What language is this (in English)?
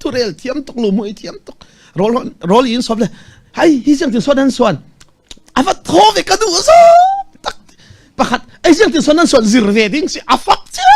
Falam Chin